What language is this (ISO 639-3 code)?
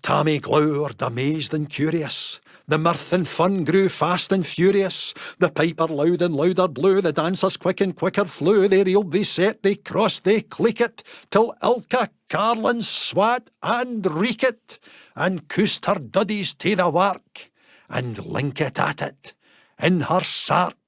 sco